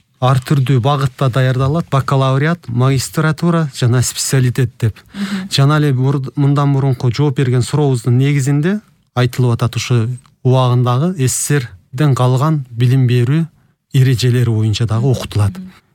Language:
Kyrgyz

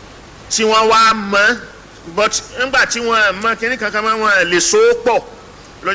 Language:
Yoruba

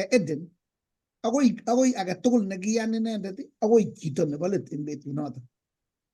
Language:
Kalenjin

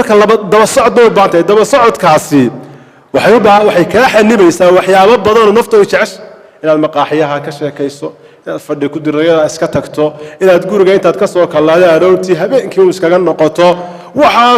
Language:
Somali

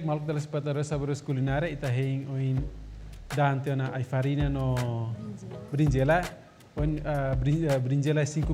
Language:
Tetum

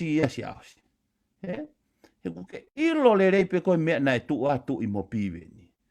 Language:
Tongan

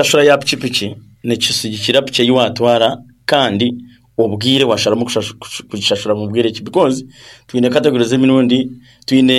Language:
Nyankole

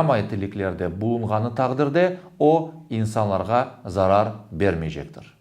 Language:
Crimean Tatar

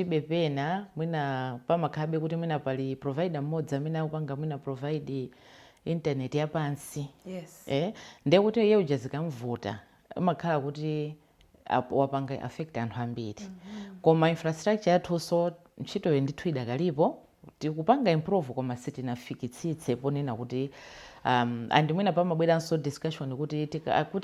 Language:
Nyanja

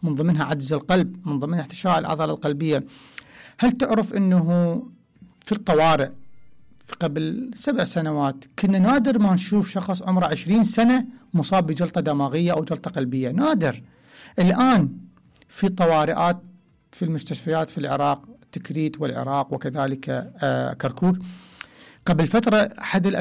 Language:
Mesopotamian Arabic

